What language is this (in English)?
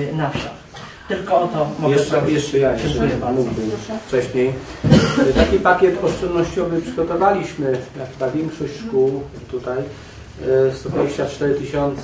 Polish